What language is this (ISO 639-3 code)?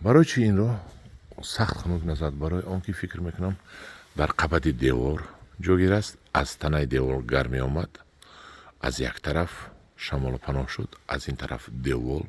tgk